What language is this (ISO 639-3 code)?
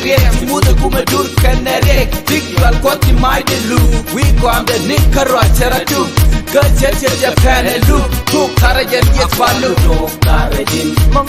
nus